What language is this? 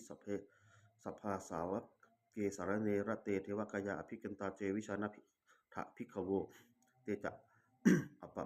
Pali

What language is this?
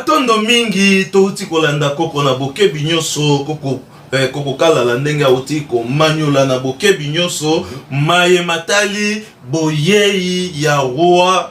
Lingala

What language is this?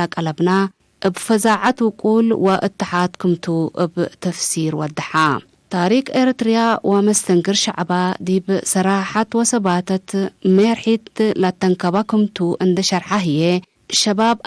Tigre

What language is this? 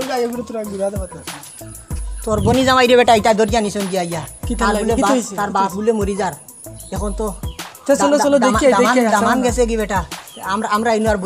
Sylheti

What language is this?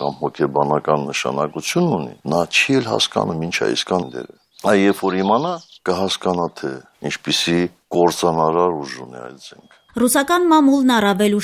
Armenian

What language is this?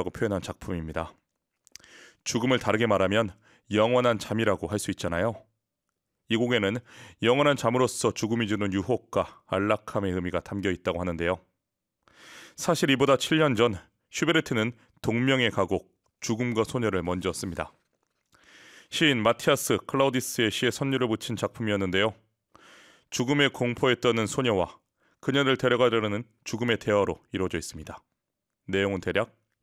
Korean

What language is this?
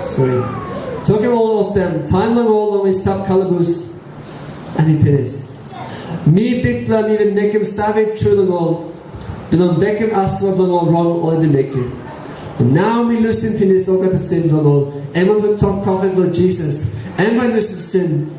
Tok Pisin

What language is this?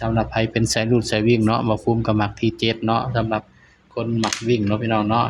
Northeastern Thai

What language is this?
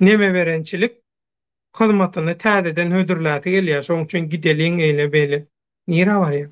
Turkmen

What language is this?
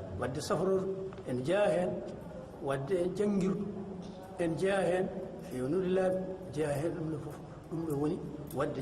Fula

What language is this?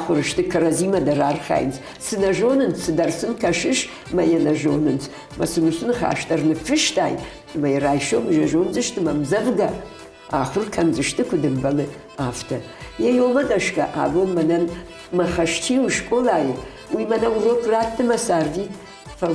Ossetic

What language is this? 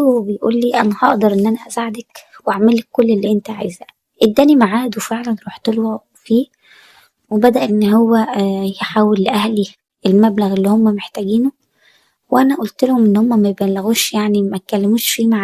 Egyptian Arabic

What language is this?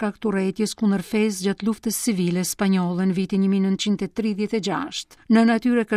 Albanian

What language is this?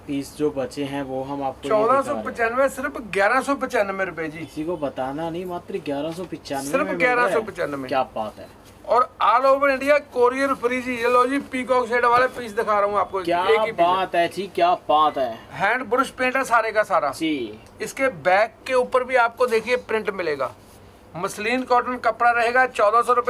Hindi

